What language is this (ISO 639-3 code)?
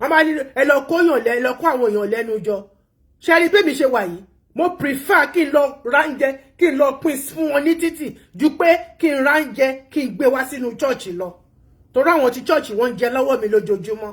yor